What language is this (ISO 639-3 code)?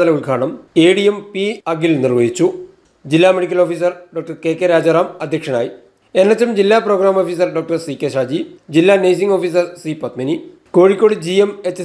mal